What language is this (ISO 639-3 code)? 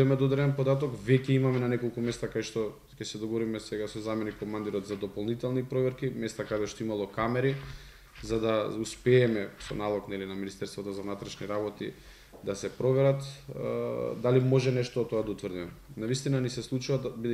mkd